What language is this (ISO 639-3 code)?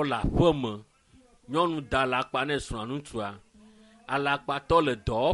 ewe